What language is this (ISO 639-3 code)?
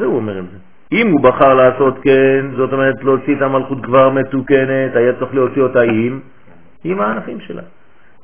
heb